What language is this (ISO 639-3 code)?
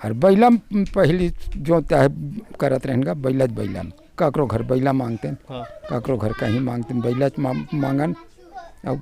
hne